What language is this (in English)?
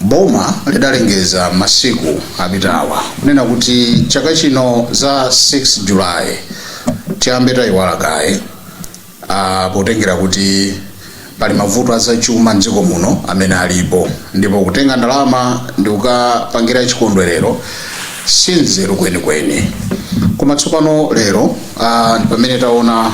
Nyanja